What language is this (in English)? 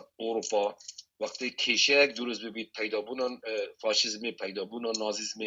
Kurdish